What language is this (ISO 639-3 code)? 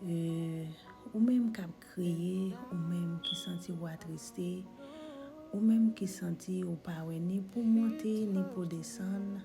hat